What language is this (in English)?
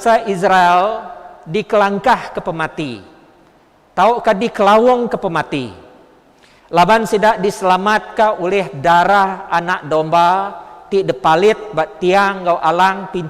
Iban